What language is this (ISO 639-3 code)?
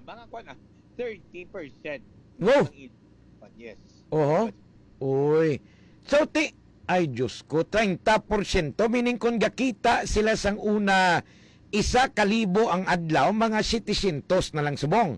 hil